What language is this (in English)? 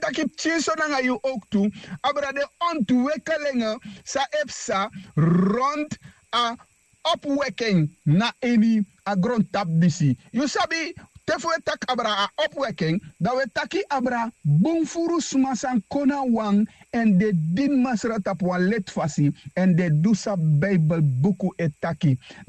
Sranan Tongo